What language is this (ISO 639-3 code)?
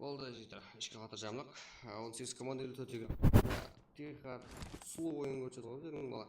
kaa